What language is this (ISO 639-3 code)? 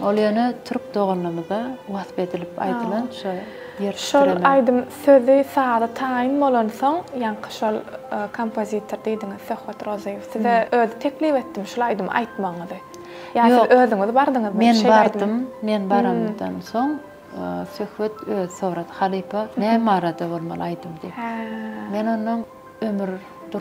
tuk